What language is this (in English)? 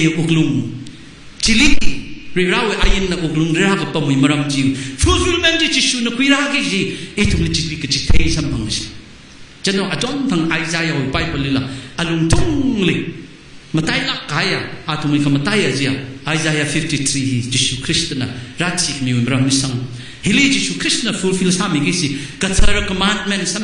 Tangkhul Naga (India)